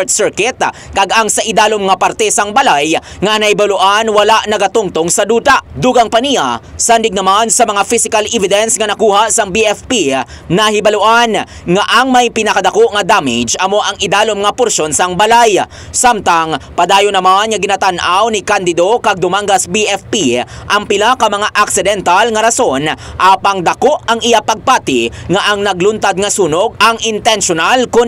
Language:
Hiligaynon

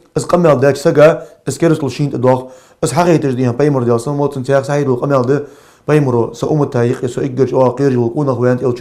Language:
Ingush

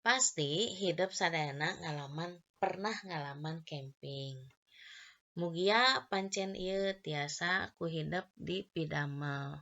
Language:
Sundanese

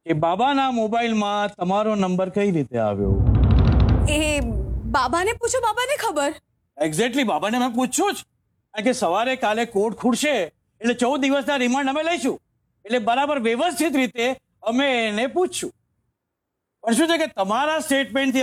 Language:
Gujarati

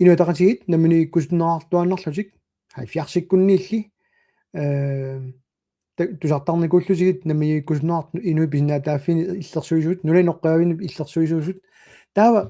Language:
Kalaallisut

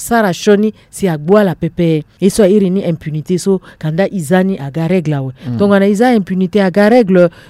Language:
Sango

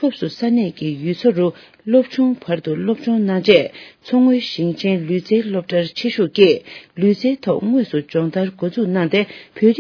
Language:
Tibetan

